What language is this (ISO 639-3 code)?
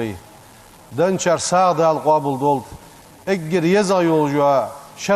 inh